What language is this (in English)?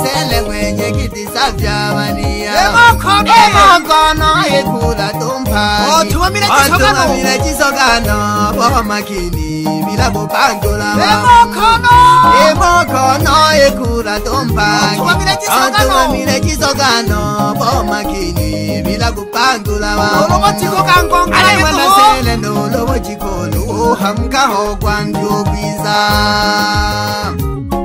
Swahili